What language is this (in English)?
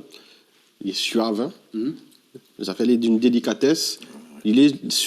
Réunion Creole French